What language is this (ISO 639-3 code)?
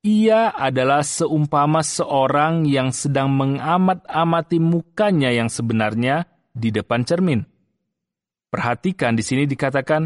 ind